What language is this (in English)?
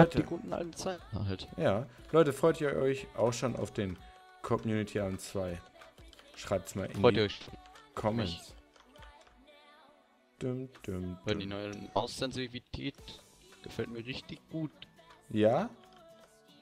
German